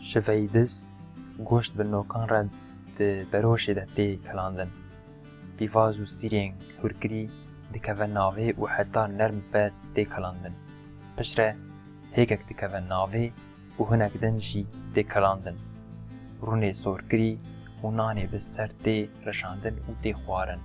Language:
Kurdish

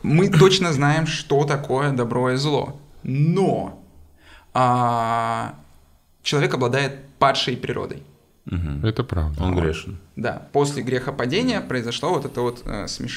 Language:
Russian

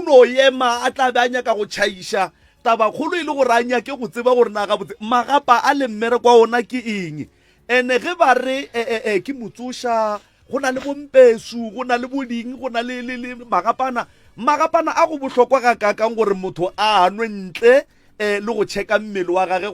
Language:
Northern Sotho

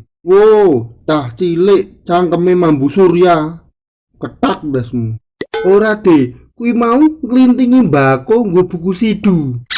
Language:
Javanese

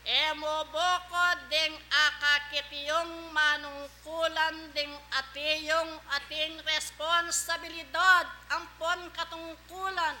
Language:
Pampanga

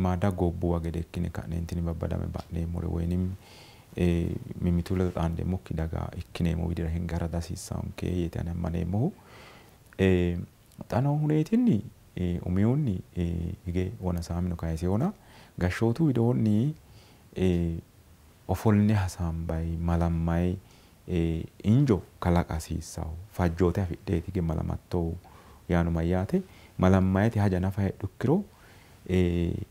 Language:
Sidamo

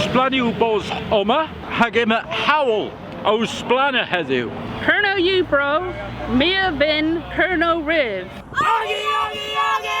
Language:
Cornish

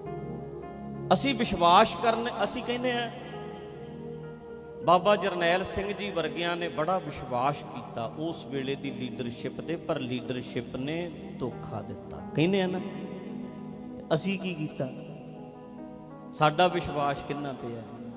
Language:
Punjabi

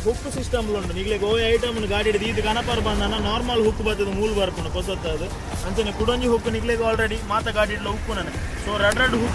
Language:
Tulu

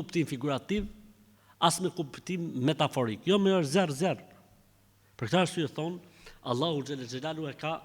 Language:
Albanian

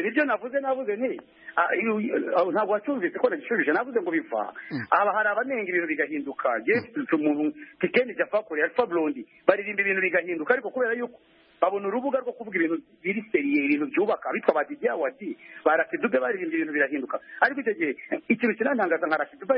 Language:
Kinyarwanda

